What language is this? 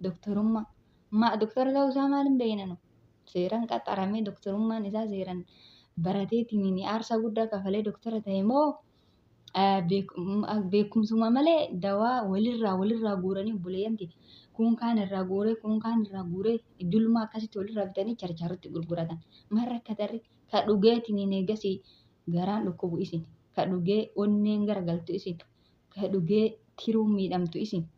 Oromo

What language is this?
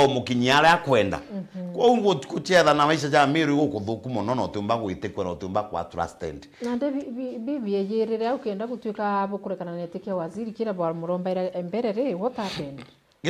Meru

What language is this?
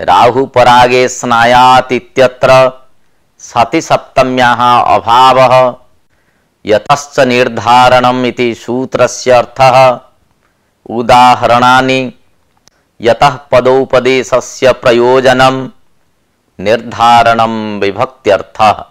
Sanskrit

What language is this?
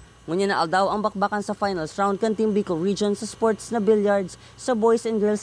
Bikol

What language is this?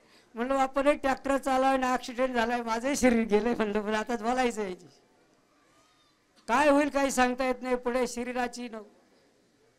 Marathi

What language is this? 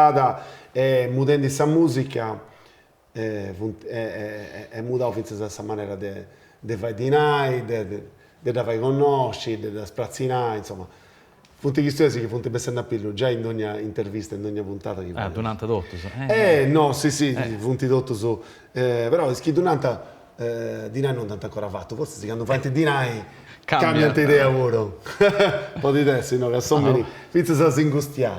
Sardinian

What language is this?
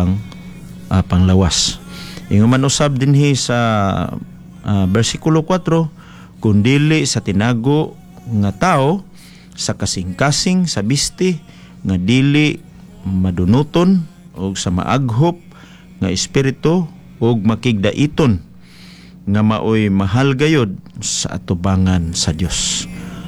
Cebuano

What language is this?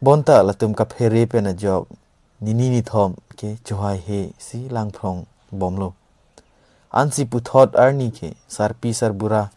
Karbi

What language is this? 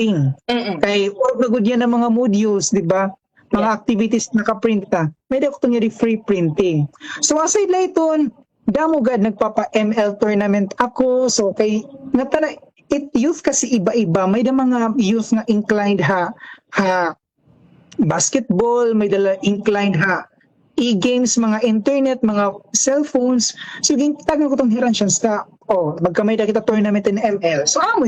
Waray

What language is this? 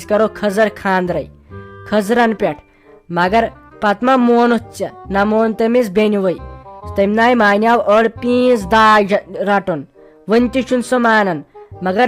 Kashmiri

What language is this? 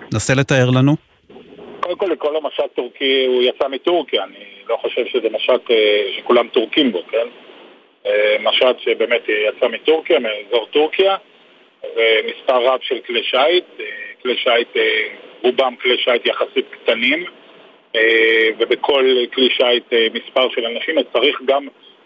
Hebrew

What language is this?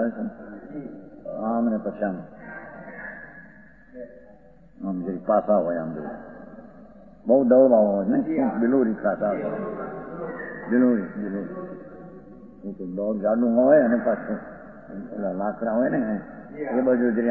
Gujarati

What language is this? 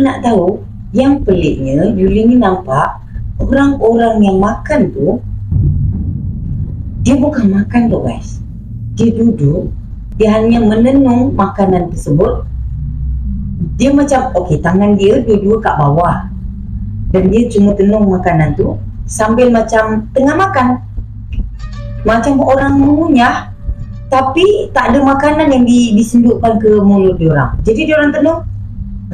Malay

